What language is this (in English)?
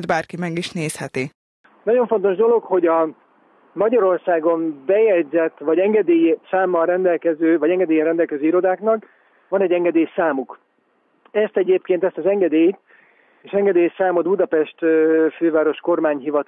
Hungarian